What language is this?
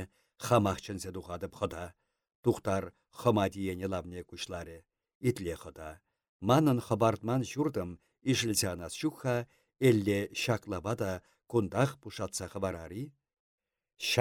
Chuvash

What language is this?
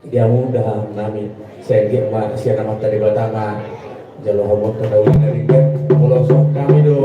Batak Toba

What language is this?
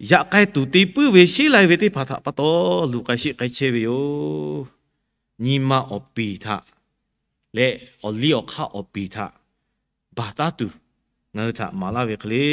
Lahu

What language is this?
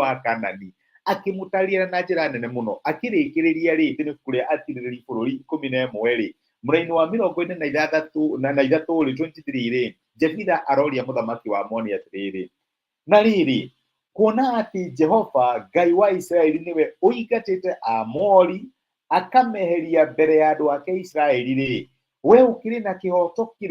Kikuyu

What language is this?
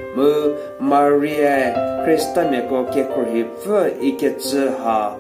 Angami Naga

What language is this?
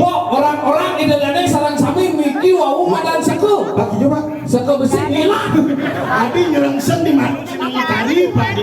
Balinese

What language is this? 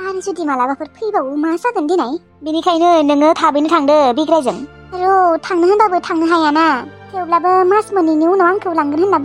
Bodo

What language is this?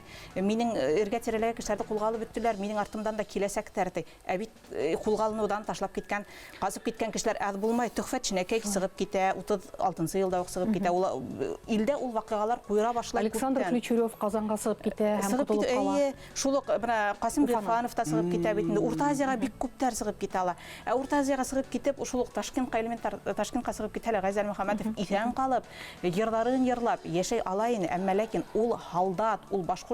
Bashkir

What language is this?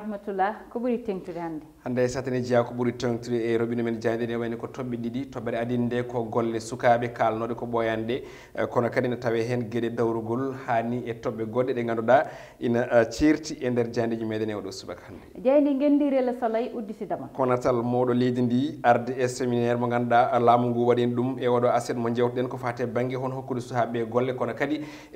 Fula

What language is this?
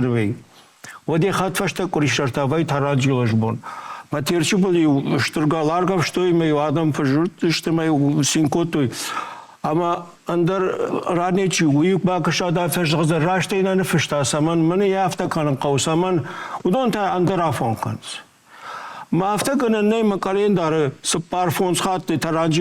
Ossetic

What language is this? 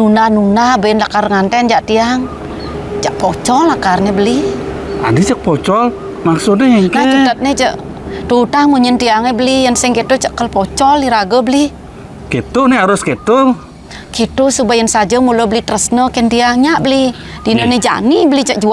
Balinese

